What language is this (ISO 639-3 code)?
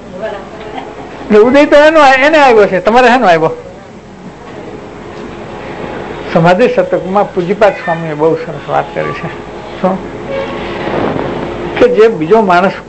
guj